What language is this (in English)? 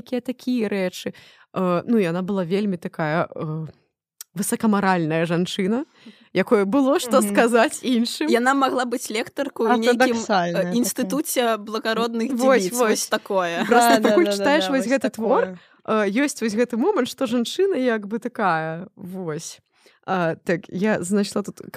Belarusian